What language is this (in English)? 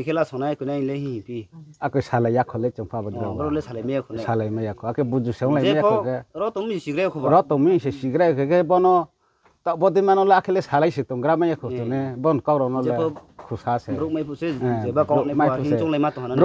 Riang (India)